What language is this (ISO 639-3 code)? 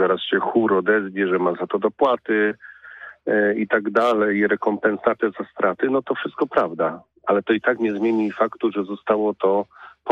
pol